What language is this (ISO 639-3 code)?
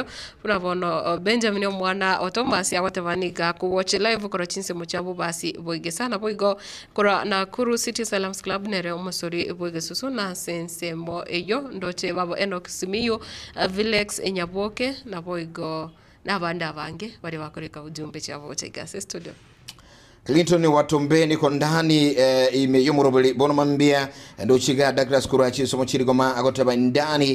guz